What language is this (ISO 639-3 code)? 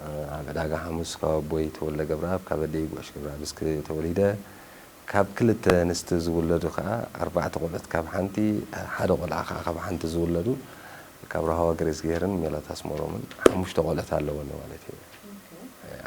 tir